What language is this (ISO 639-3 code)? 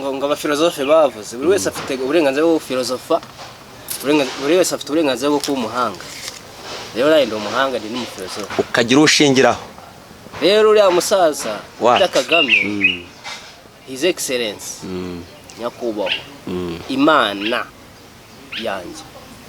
kin